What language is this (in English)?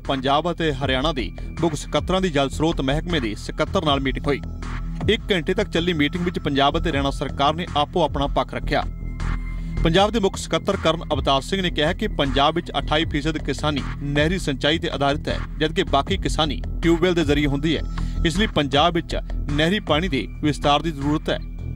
Punjabi